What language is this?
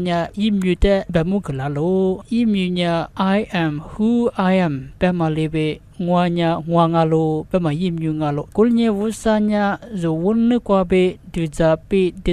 Lisu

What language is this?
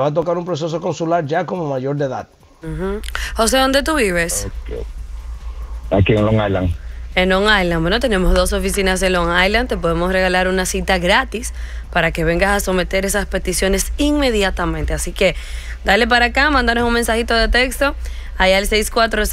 Spanish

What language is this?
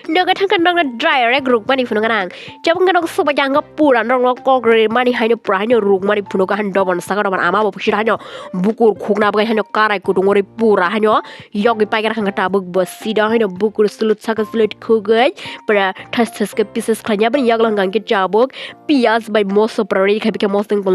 Kok Borok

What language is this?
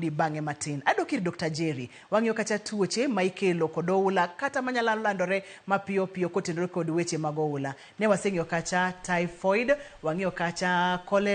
Luo (Kenya and Tanzania)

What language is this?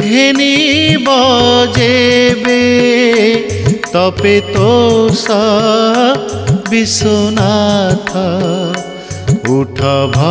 Odia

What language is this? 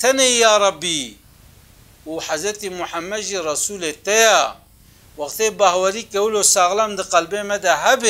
Kurdish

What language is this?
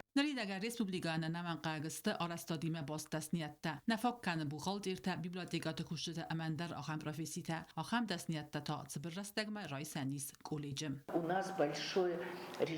Ossetic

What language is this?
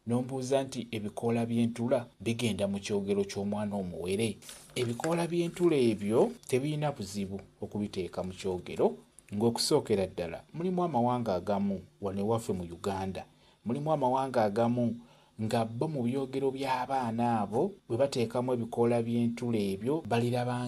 Ganda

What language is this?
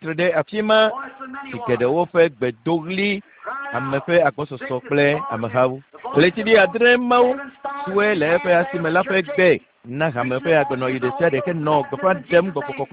Ewe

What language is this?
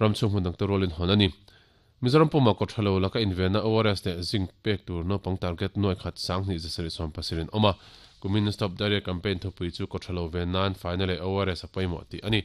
Mizo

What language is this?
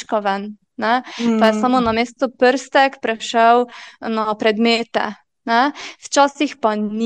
Slovenian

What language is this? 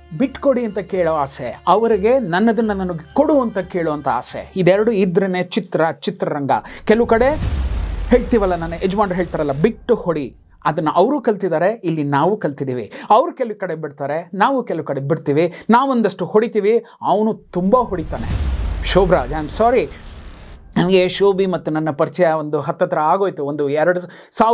Kannada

